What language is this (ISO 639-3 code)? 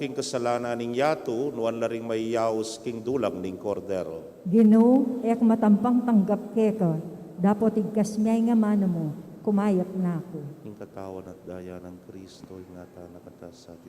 pam